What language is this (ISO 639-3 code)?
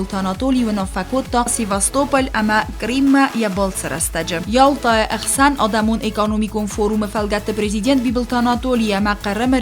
oss